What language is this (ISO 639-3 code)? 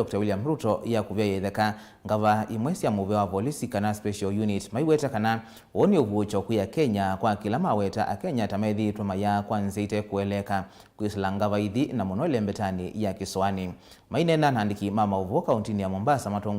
kam